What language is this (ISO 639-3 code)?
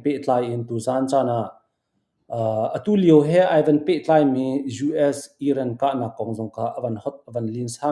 cnh